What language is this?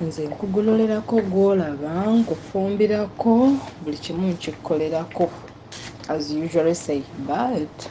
Ganda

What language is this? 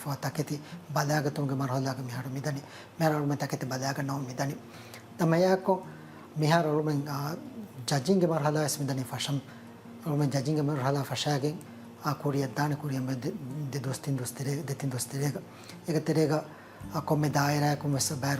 Divehi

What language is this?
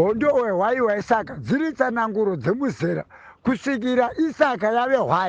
Shona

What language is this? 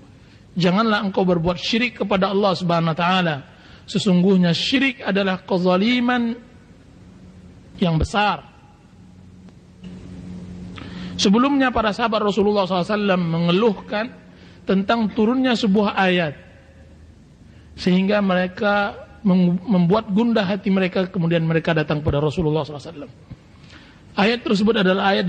Indonesian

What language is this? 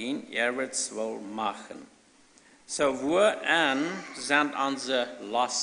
Plautdietsch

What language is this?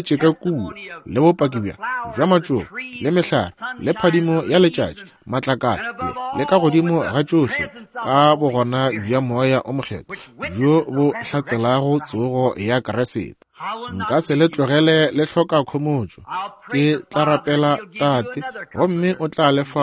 Northern Sotho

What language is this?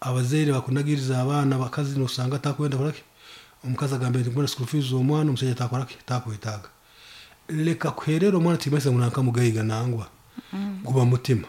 Nyankole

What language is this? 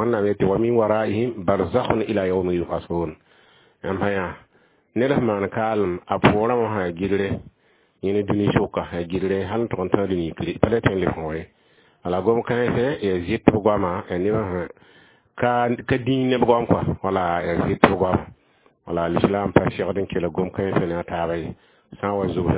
Mossi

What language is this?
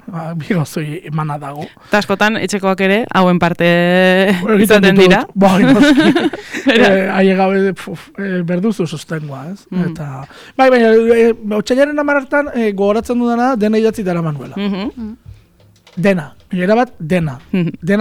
Basque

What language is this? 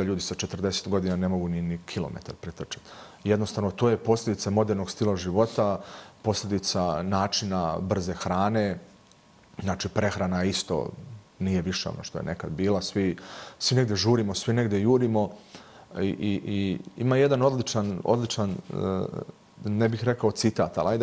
Bosnian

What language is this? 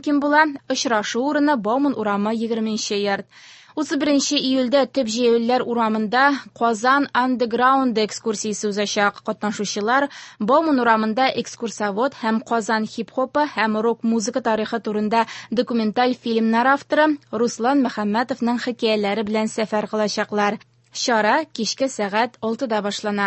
Tatar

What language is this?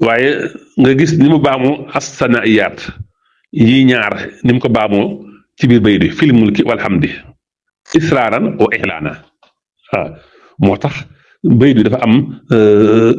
Wolof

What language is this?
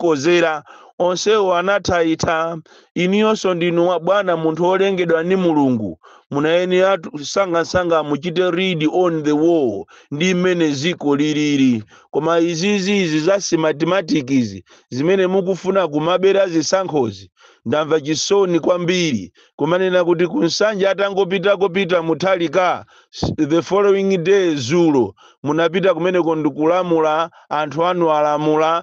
Nyanja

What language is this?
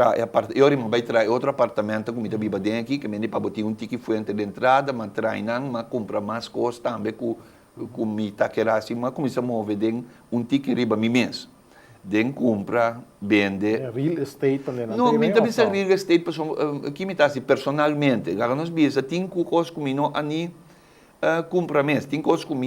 Papiamento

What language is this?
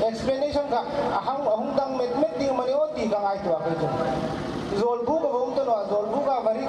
Hmar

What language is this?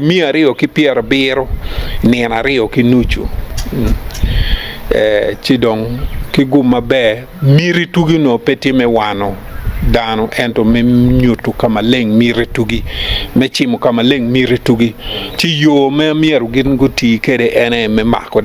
Acoli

